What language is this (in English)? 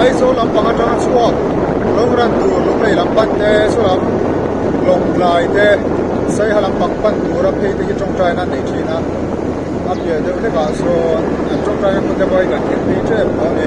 Mizo